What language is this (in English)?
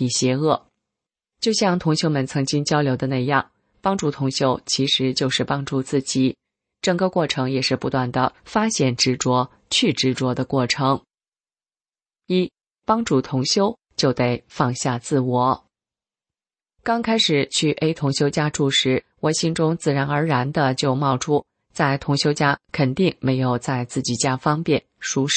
Chinese